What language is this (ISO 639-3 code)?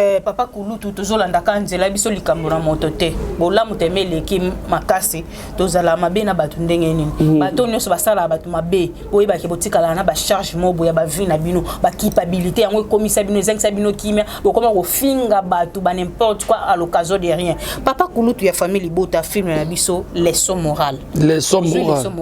lin